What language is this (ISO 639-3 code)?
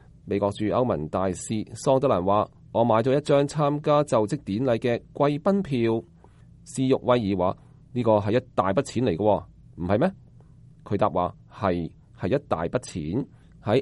yue